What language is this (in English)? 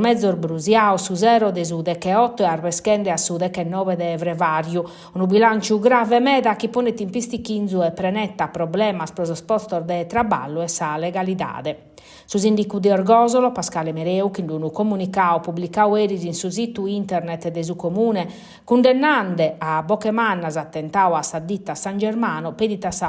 Sardinian